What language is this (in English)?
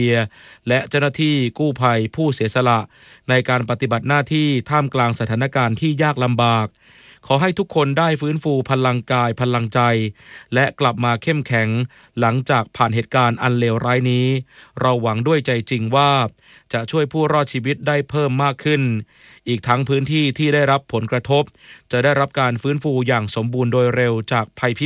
Thai